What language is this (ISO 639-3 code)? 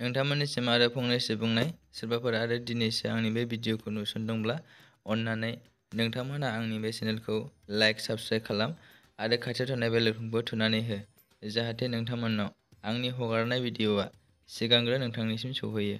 brx